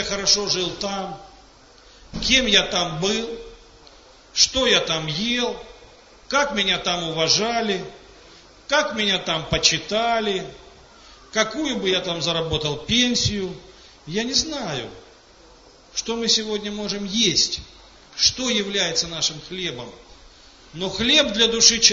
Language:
Russian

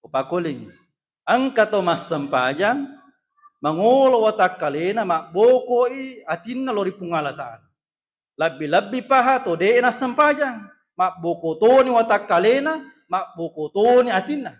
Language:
Buginese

